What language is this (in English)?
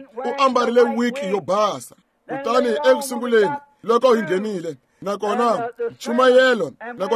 Tsonga